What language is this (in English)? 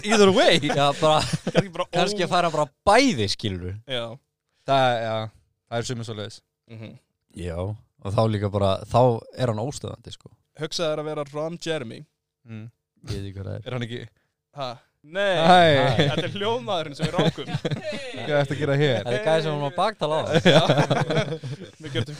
Icelandic